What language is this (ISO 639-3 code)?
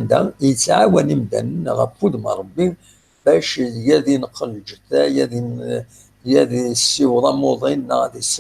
kab